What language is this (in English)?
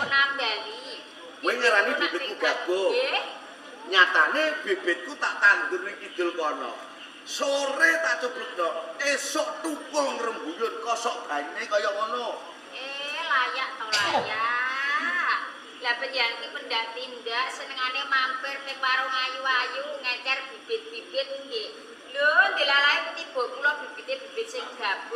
Javanese